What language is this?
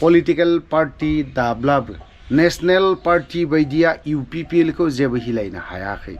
Bodo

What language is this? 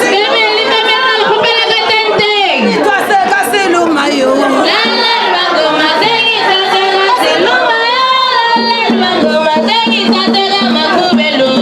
Northern Sotho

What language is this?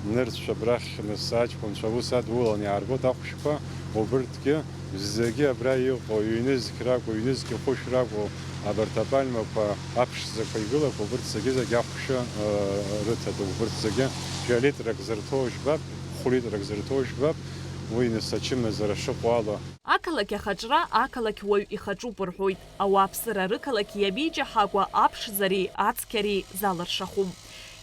Abkhazian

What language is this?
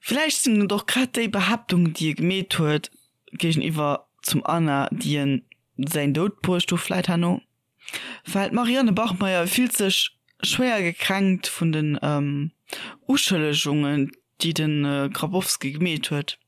Luxembourgish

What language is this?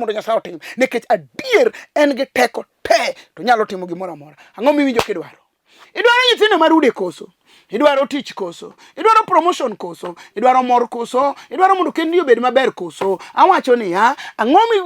Luo (Kenya and Tanzania)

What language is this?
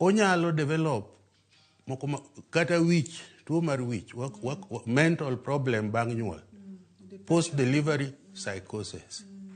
Luo (Kenya and Tanzania)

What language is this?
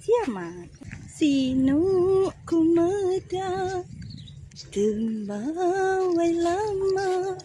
Iban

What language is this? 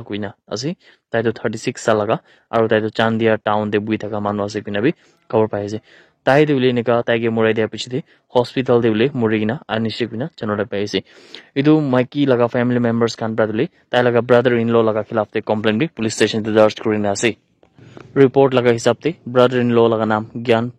Naga Pidgin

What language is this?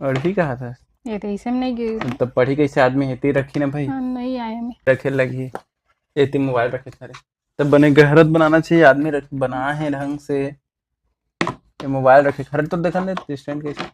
Chhattisgarhi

